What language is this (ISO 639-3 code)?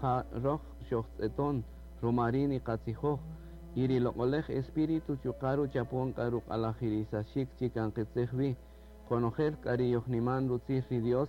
cak